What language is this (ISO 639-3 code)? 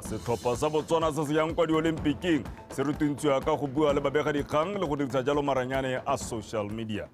tsn